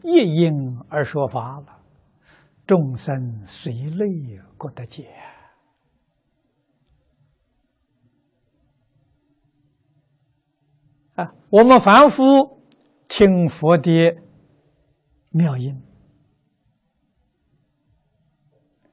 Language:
Chinese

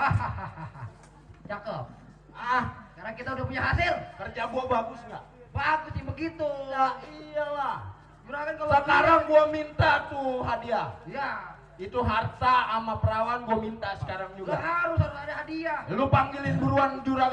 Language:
Betawi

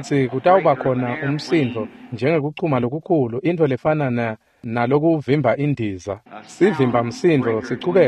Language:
Swati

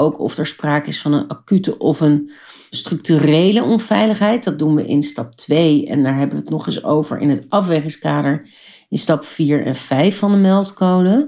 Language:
Dutch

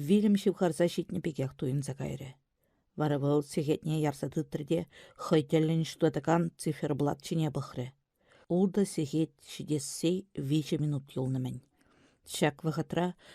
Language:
Chuvash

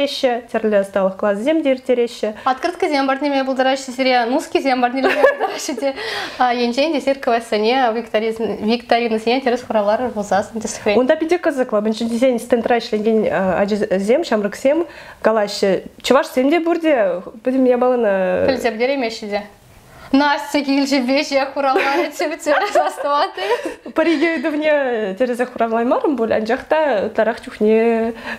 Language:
Chuvash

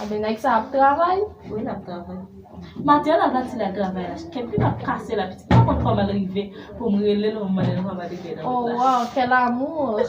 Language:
Haitian Creole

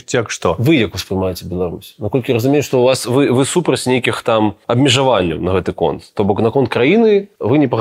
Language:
Belarusian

